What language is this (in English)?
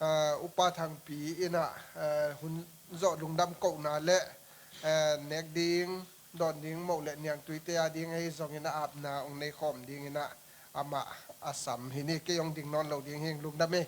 Tedim Chin